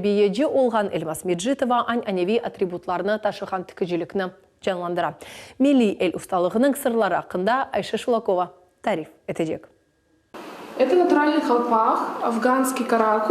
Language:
Crimean Tatar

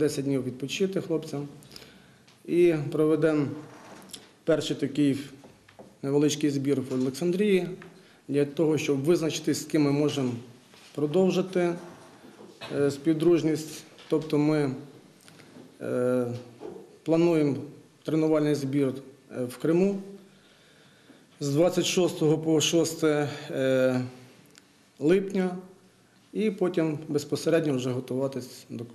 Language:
Ukrainian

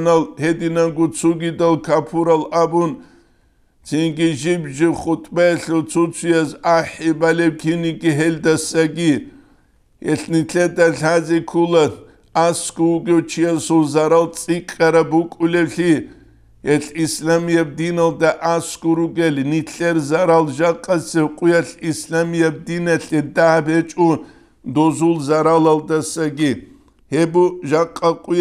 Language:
Avaric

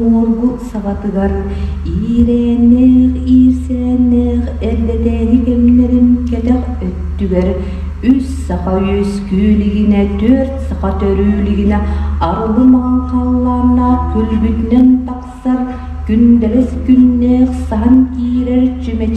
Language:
Yakut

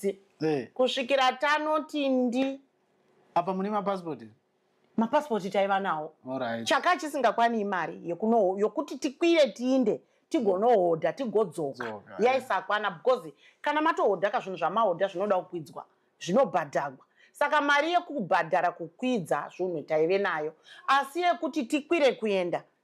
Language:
Shona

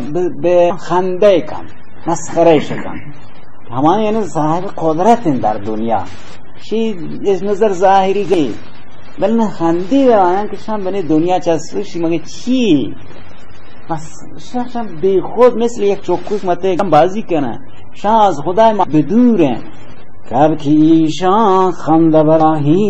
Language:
Baluchi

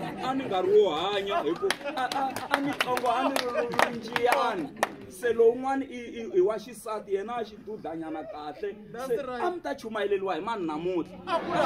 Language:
Tsonga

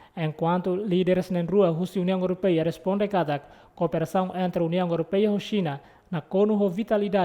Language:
Tetum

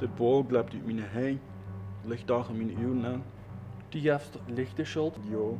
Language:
Plautdietsch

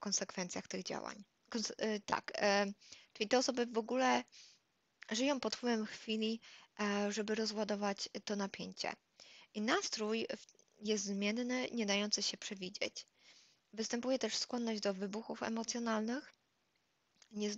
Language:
Polish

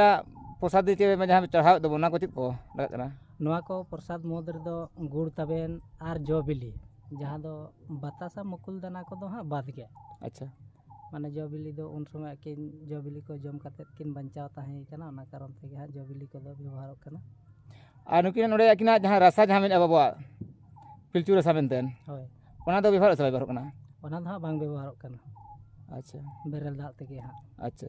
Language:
Santali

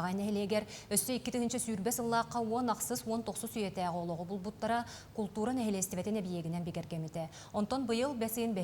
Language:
Yakut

